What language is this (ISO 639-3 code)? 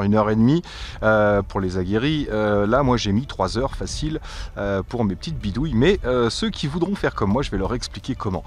fra